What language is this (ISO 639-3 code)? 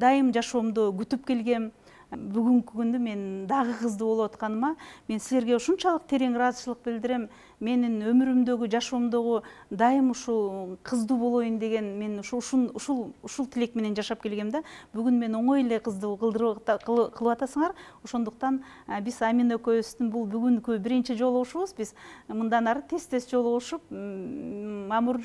kir